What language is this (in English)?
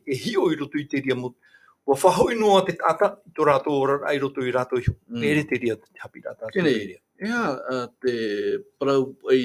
Tahitian